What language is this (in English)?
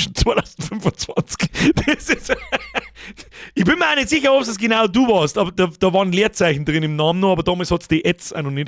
Bavarian